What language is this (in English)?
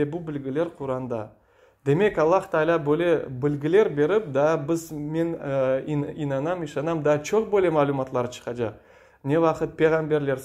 Crimean Tatar